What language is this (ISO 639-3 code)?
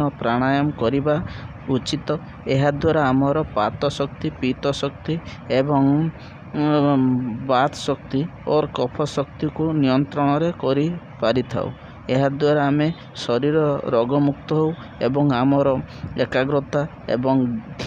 ori